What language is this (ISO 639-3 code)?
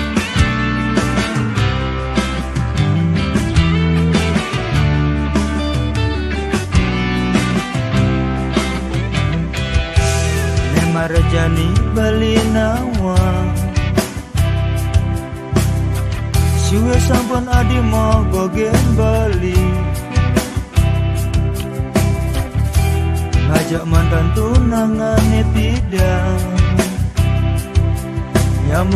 ban